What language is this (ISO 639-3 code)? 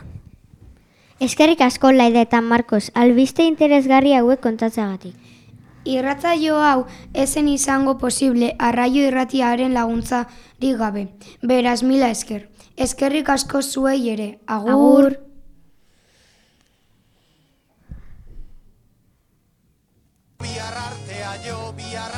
eus